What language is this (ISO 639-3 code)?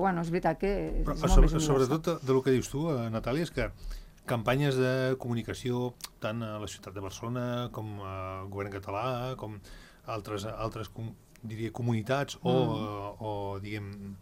cat